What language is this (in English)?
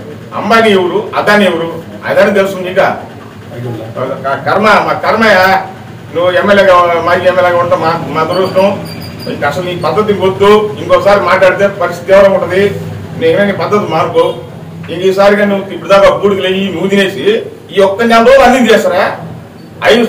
Telugu